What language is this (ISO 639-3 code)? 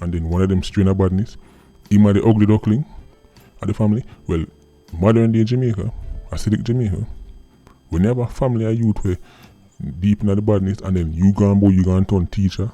jam